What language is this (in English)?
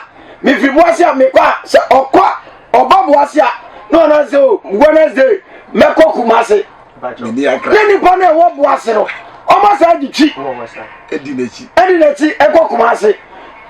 Akan